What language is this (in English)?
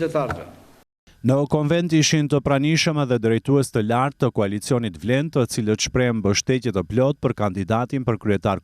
Albanian